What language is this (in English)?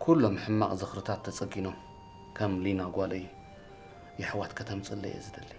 Tigrinya